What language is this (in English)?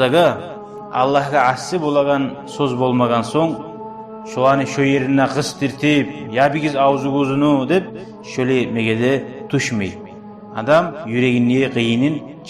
Kumyk